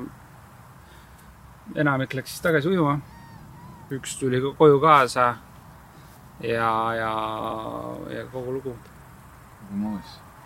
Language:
Estonian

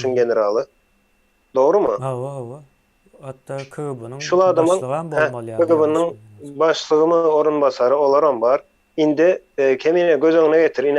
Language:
Turkmen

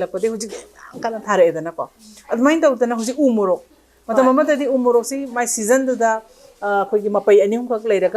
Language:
Manipuri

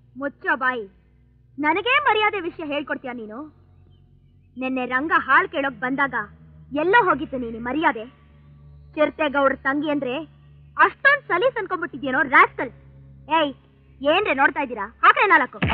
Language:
Kannada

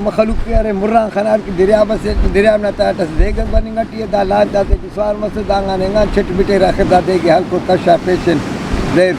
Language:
Brahui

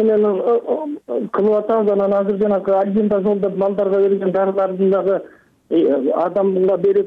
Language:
Kyrgyz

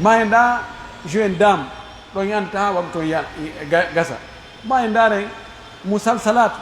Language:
Pular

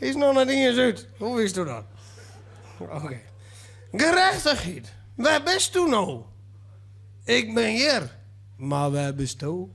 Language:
Western Frisian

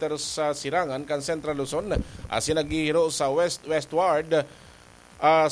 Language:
Bikol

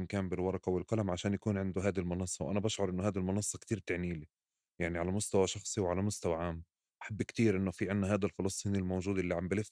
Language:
North Levantine Arabic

